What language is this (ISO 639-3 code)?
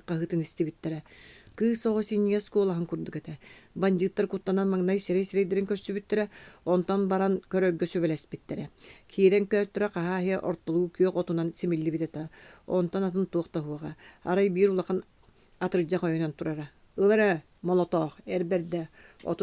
sah